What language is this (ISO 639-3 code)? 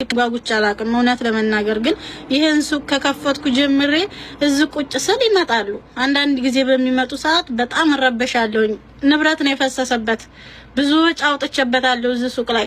amh